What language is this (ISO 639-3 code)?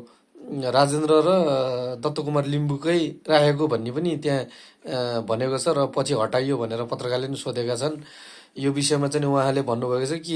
nep